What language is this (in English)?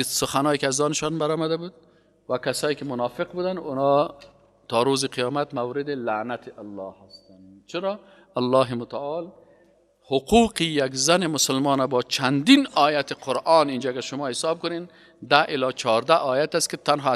Persian